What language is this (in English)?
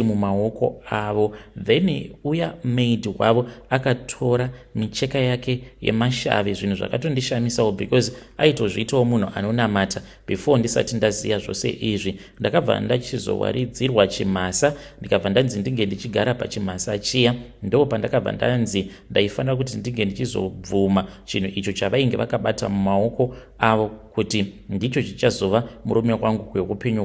Shona